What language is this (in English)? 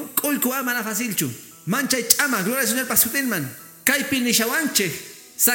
Quechua